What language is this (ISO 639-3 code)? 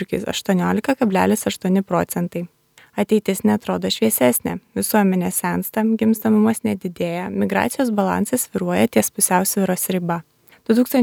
lit